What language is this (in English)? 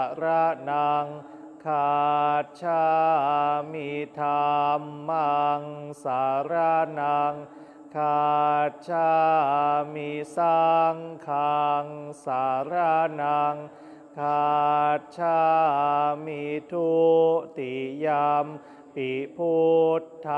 Pali